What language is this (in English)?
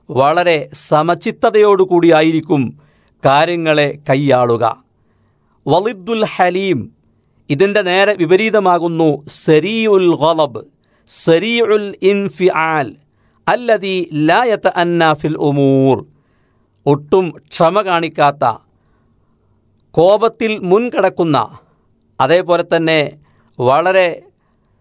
Malayalam